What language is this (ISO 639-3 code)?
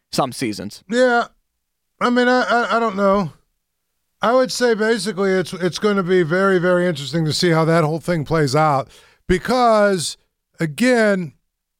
eng